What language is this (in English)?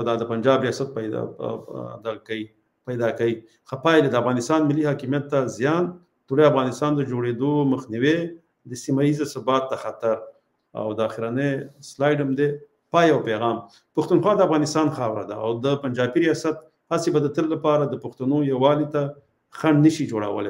Pashto